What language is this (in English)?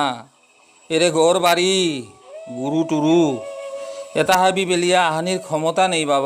Bishnupriya